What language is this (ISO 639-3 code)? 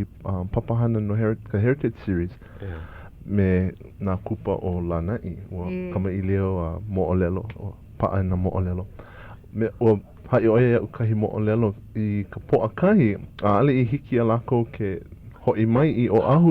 haw